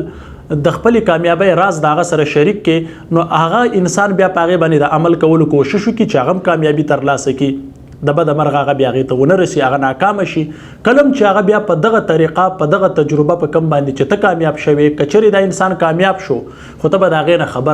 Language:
Pashto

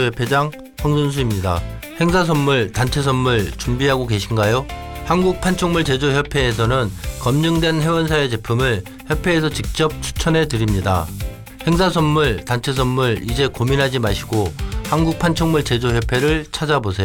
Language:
Korean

